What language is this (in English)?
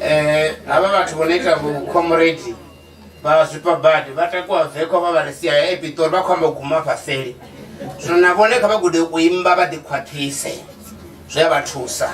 Venda